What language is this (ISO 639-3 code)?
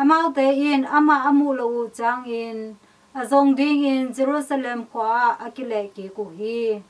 ctd